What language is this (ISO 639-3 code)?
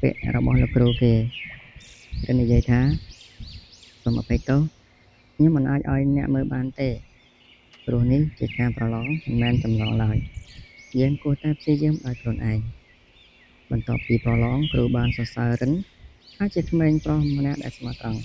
khm